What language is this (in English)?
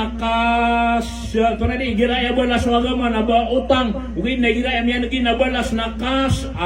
Maranao